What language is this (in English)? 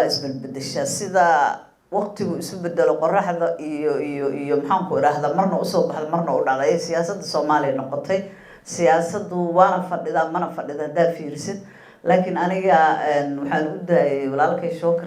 Somali